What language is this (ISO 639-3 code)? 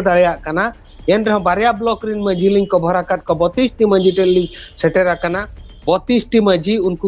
sat